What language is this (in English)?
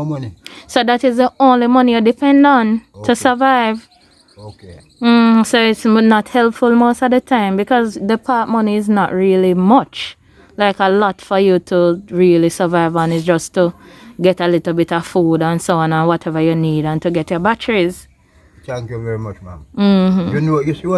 Jamaican Creole English